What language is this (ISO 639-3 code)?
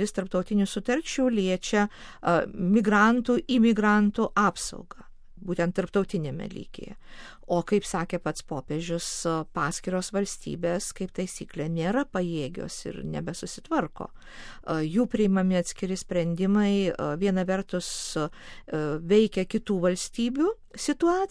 lit